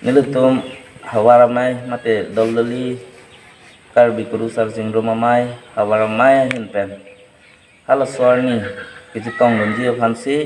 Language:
Karbi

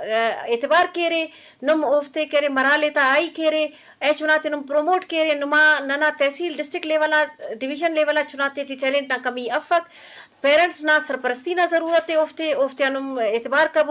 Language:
Eastern Balochi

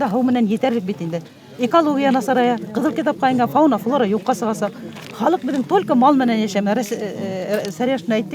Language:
Bashkir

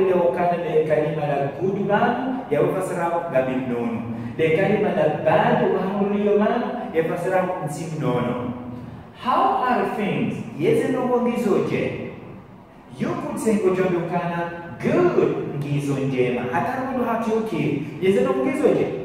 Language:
Ngazidja Comorian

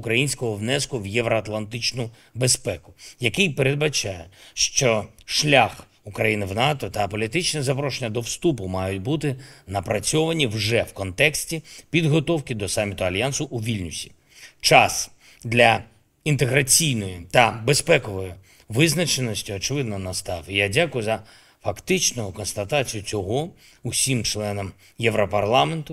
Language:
Ukrainian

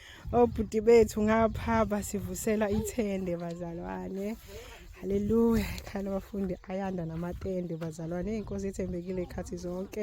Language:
Zulu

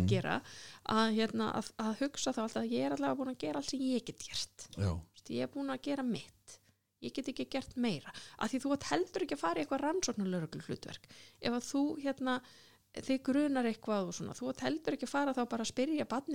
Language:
Icelandic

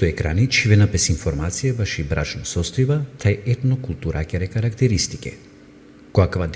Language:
Balkan Romani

